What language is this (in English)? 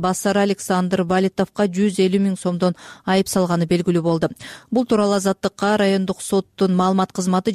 Kyrgyz